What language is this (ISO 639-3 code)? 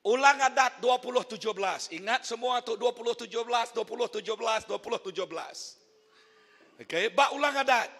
iba